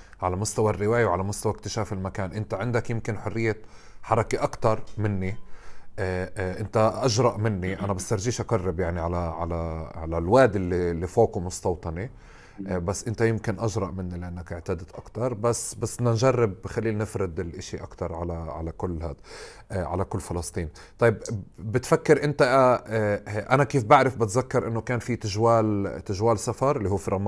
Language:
North Levantine Arabic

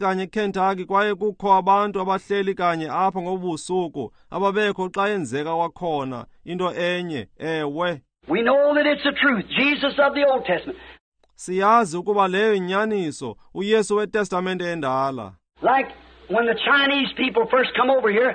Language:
Xhosa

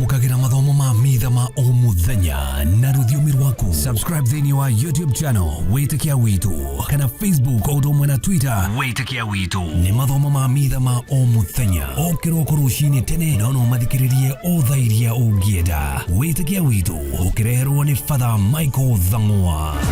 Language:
Kikuyu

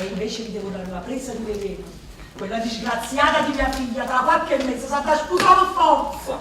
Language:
Neapolitan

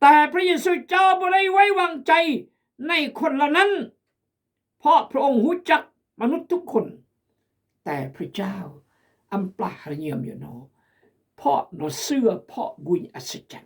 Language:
Khmu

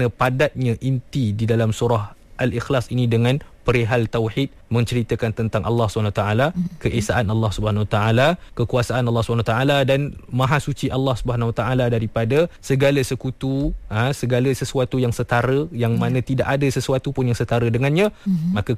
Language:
Malay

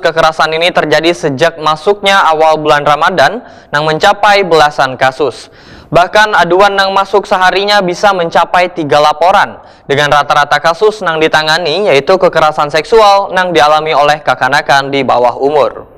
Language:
Banjar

